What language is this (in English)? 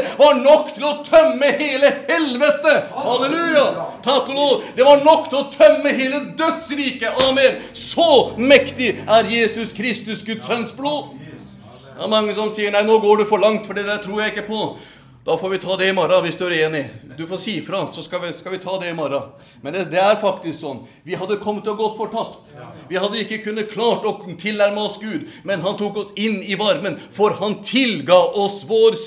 Norwegian